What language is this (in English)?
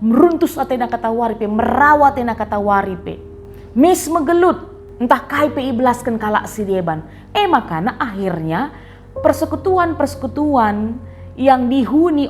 Batak Karo